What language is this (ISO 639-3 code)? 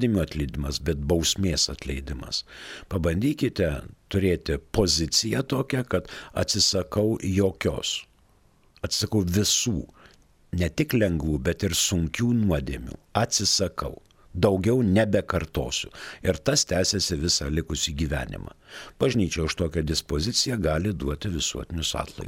lit